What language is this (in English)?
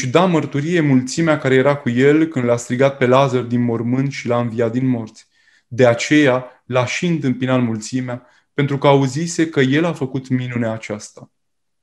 Romanian